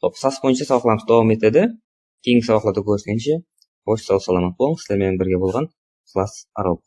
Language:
Kara-Kalpak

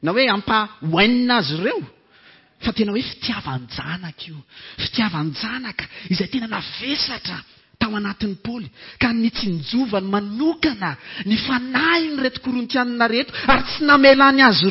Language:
Malagasy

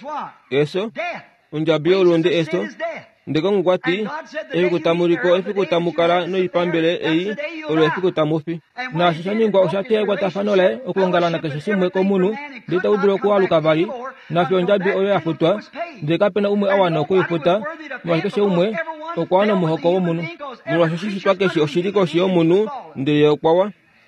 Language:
Kuanyama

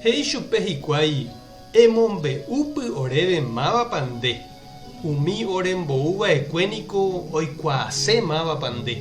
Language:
Guarani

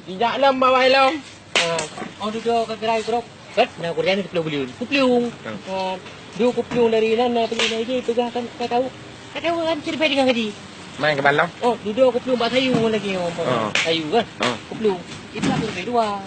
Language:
Achinese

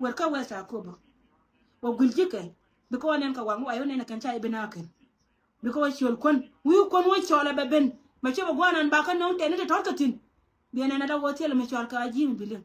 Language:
Nuer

